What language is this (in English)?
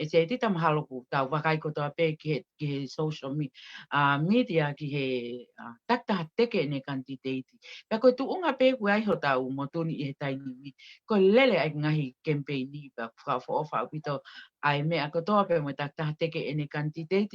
Tongan